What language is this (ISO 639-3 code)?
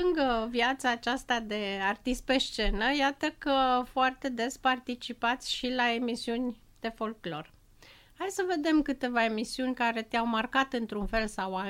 ron